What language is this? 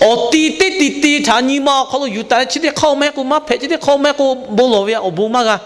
Lahu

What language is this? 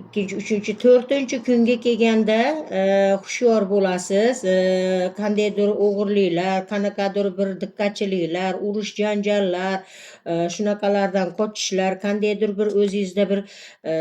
Uzbek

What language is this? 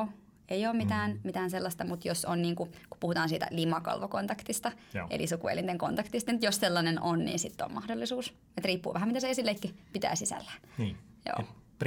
Finnish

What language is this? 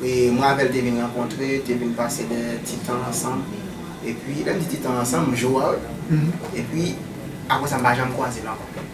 Haitian Creole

